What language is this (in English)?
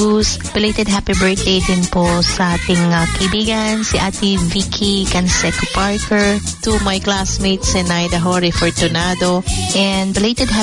Filipino